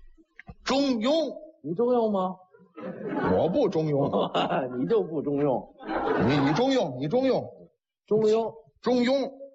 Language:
Chinese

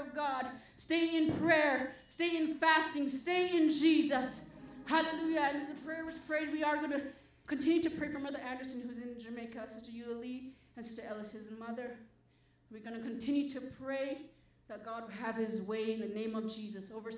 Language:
English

